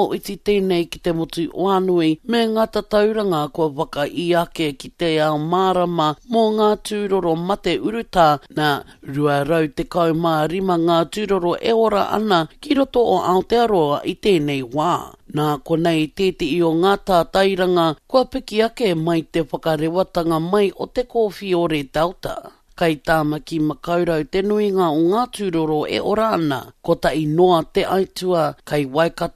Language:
Māori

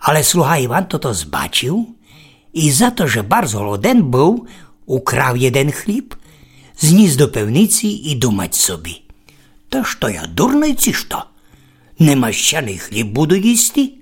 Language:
Rusyn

